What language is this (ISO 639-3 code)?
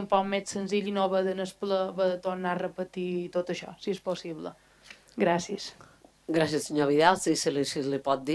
cat